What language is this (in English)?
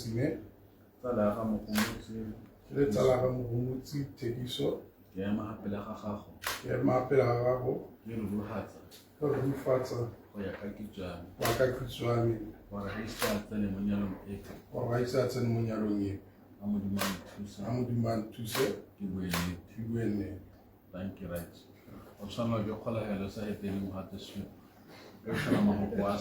Tswana